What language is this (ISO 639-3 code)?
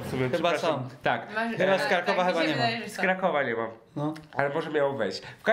pol